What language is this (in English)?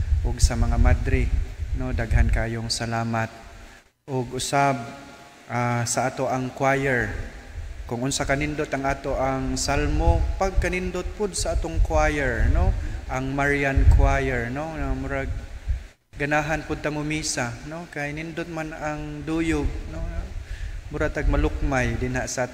Cebuano